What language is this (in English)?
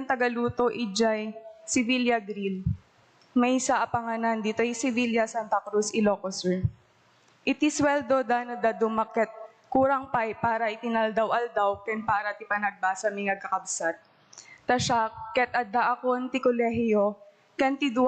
Iloko